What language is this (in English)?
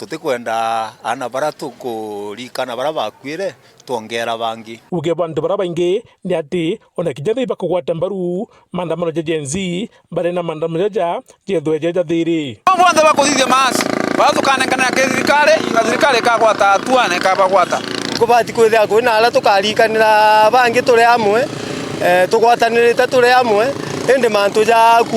Meru